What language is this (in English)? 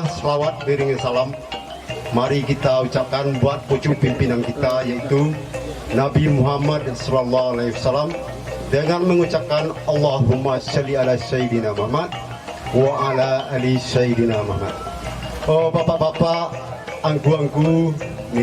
Minangkabau